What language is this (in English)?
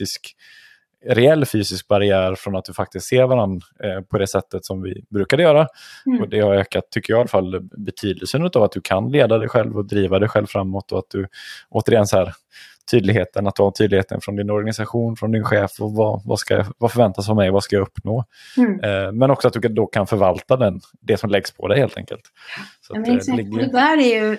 Swedish